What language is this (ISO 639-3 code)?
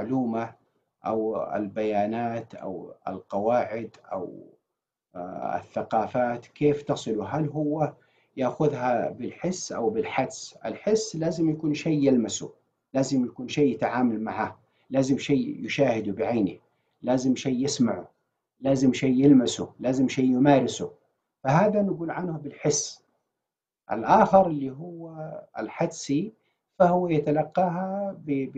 ara